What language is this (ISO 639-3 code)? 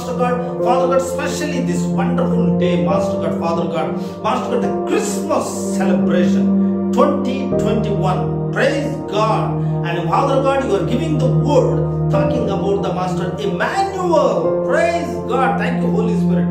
eng